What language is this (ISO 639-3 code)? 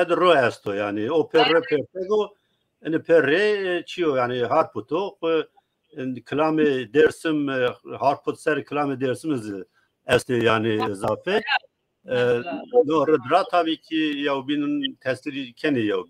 zza